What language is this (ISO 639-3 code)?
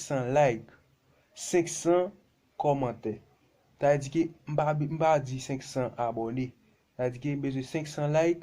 hat